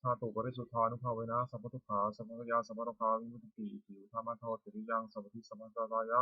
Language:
Pali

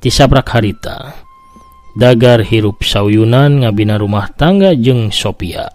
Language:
Sundanese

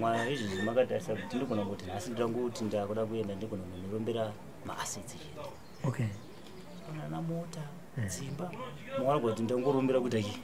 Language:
Shona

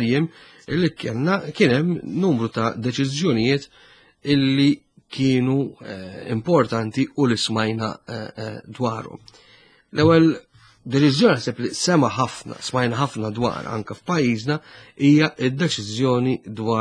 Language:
Maltese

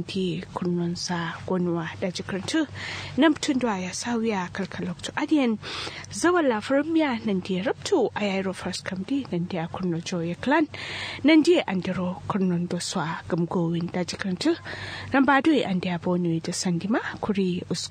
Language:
Kanuri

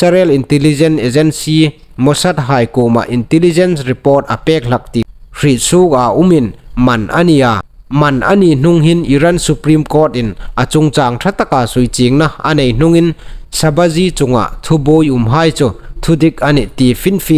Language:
Hmar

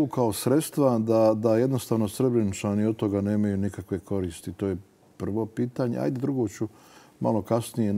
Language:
Bosnian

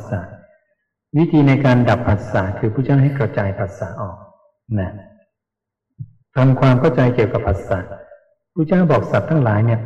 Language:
Thai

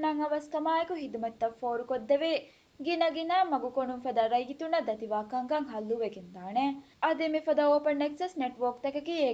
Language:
Divehi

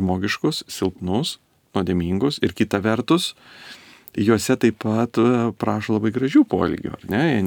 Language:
Lithuanian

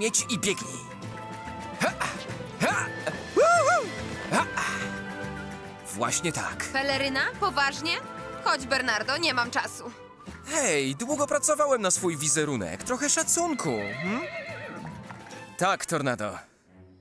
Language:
Polish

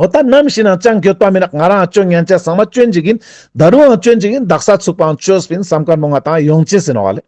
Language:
Ladakhi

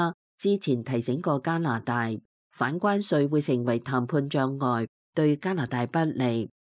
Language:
Cantonese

